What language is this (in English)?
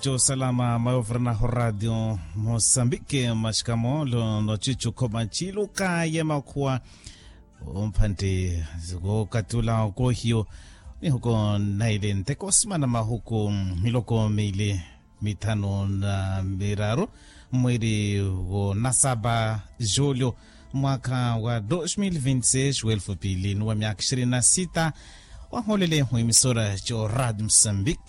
Makhuwa